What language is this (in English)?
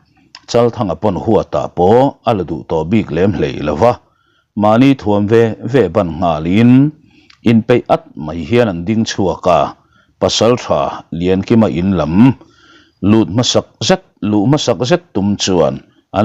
Mizo